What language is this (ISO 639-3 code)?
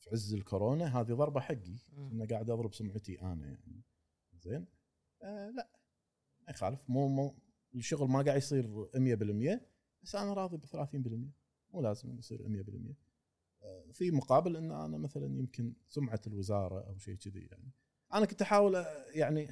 afb